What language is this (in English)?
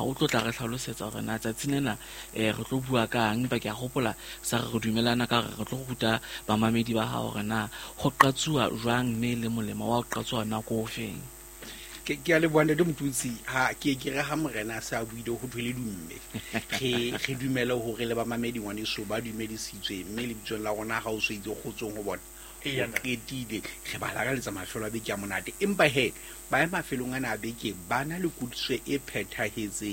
Southern Sotho